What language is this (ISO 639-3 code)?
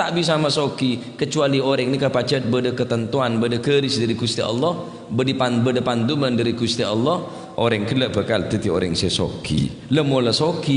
mad